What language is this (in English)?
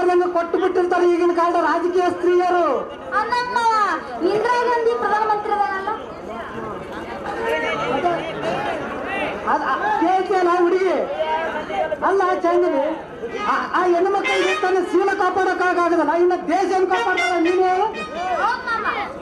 Kannada